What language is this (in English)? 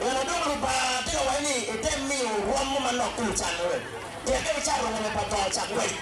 Acoli